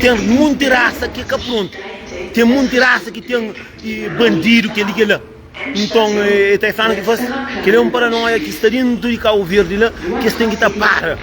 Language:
Kabuverdianu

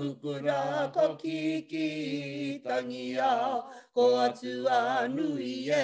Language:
Māori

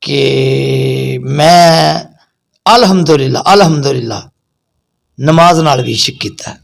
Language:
Western Panjabi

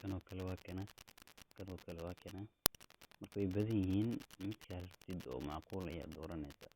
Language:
Somali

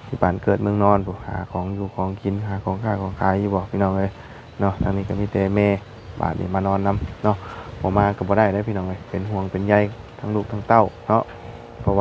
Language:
Lao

